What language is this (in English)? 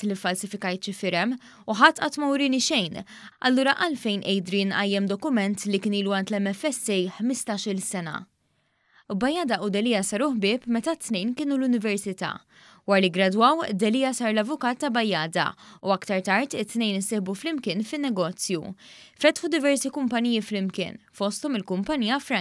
Maltese